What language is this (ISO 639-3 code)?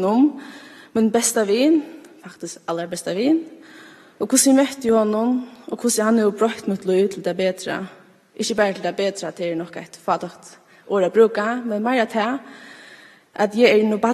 fao